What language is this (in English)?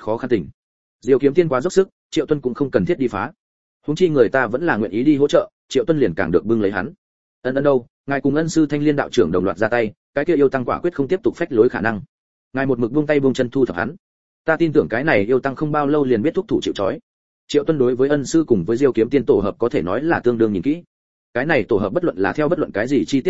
Vietnamese